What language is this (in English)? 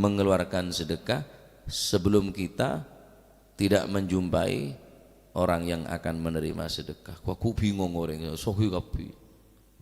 Madurese